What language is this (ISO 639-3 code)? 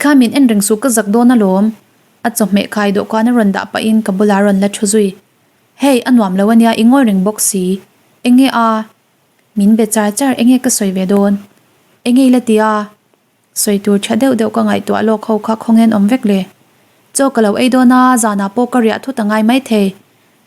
lus